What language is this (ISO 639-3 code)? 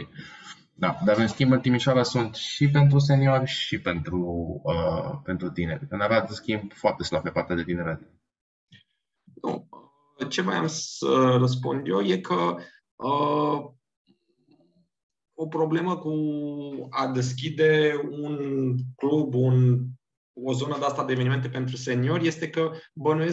ron